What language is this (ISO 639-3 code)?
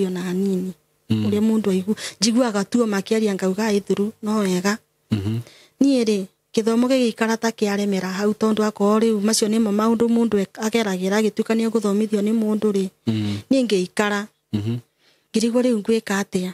kik